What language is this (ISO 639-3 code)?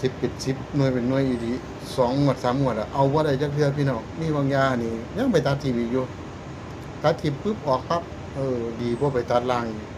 tts